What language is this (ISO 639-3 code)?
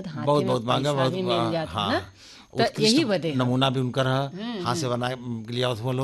bho